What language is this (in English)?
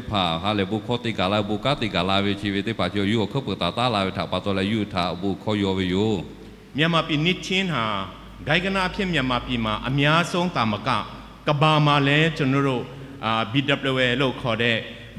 Lahu